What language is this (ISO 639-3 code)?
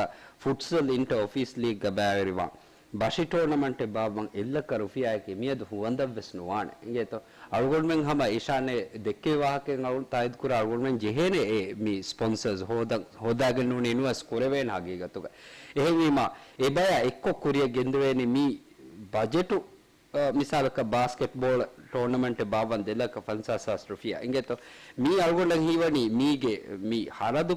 div